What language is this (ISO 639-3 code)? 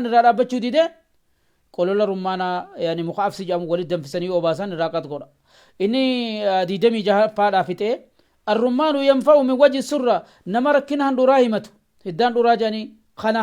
orm